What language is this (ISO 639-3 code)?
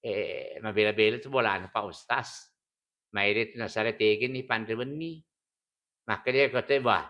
bug